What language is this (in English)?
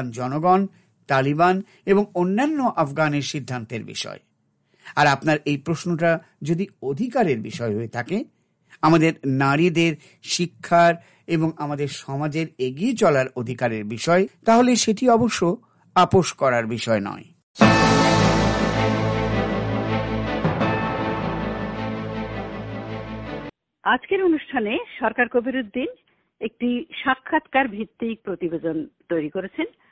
Bangla